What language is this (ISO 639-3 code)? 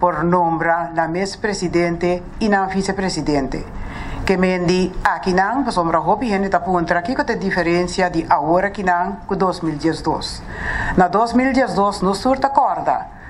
pap